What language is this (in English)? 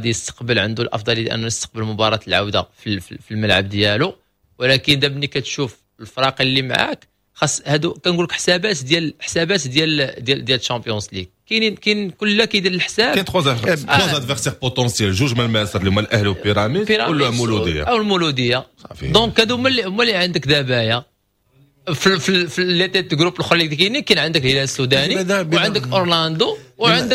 Moroccan Arabic